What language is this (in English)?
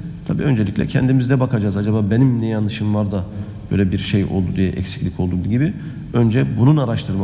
Turkish